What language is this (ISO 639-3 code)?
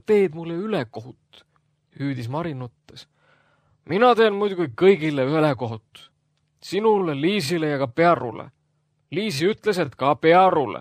est